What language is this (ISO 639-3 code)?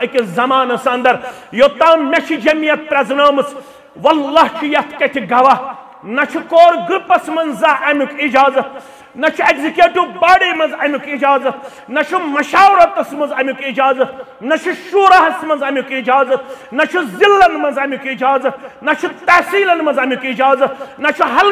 kas